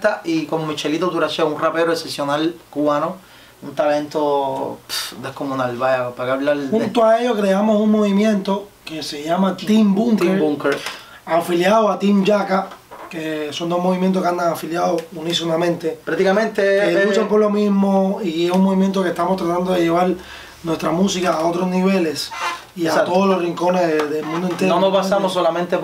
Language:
Spanish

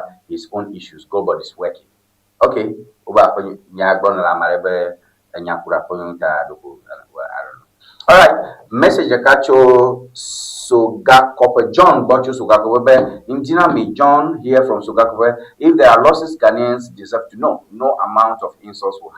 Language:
Ewe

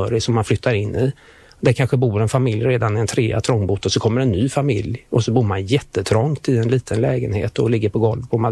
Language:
Swedish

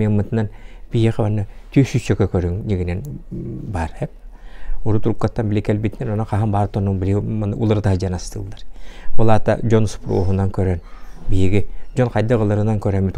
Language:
Yakut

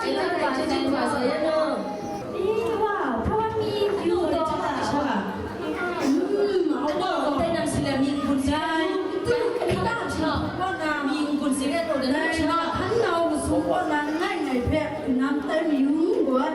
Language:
Kachin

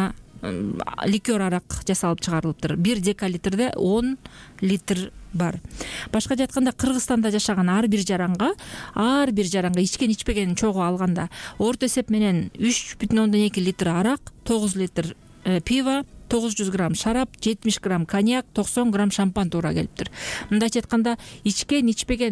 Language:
Kyrgyz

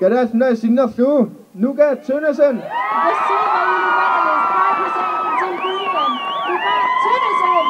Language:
Kalaallisut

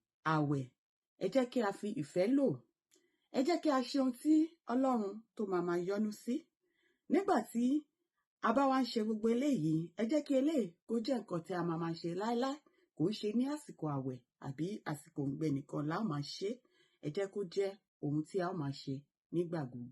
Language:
Yoruba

